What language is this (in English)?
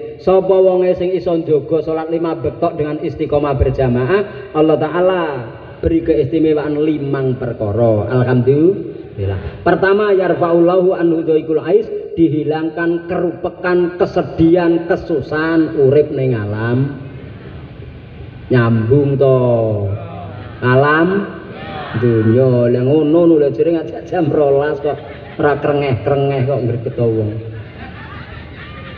Javanese